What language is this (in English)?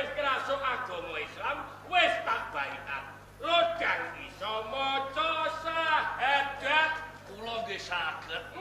Javanese